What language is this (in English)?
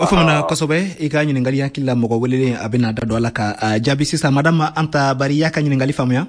Bambara